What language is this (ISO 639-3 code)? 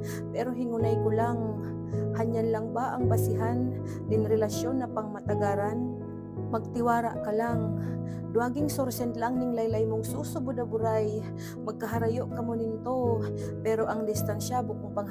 bik